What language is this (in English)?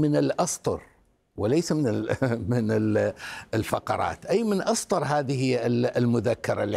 Arabic